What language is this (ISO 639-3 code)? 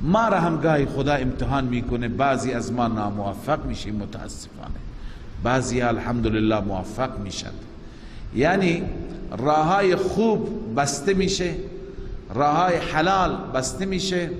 fas